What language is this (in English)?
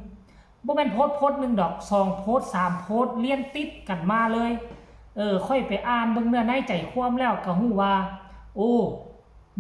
Northeastern Thai